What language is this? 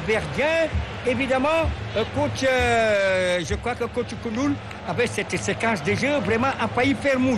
French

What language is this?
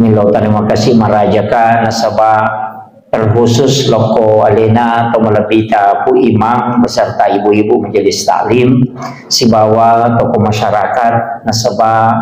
Buginese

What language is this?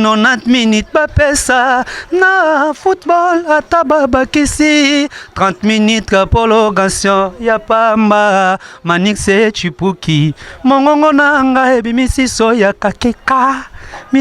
Lingala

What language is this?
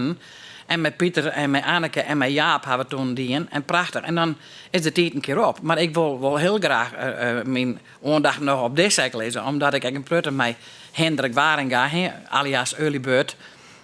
Western Frisian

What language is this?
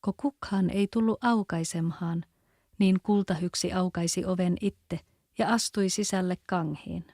Kven Finnish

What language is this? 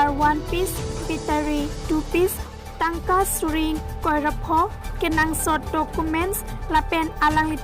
Karbi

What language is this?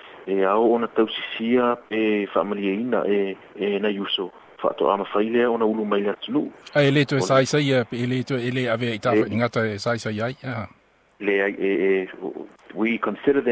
Samoan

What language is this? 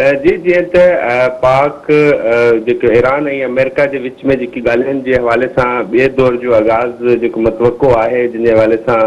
Sindhi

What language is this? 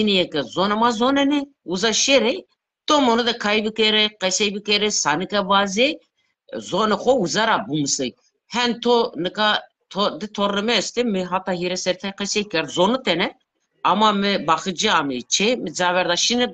Zaza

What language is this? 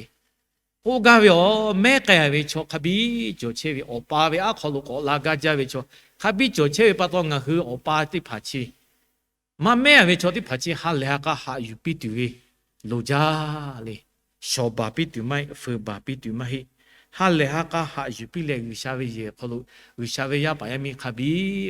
Lahu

